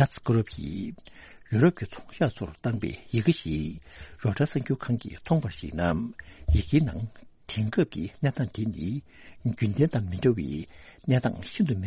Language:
Tibetan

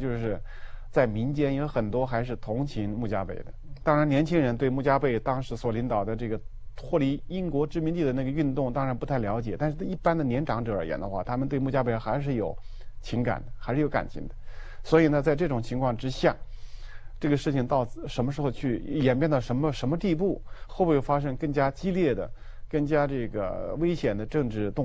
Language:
Chinese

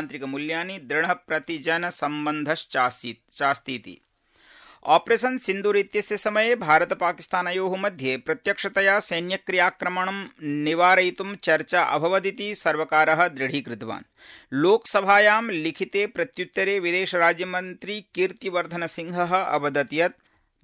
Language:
Sanskrit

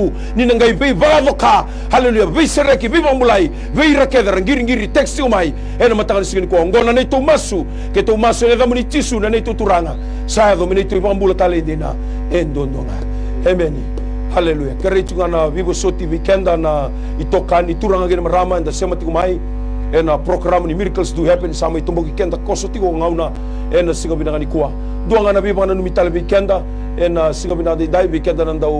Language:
Fijian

